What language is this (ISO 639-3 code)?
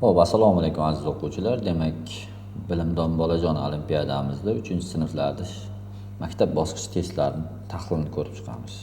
uzb